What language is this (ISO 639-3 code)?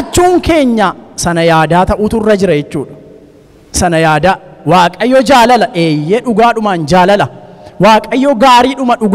orm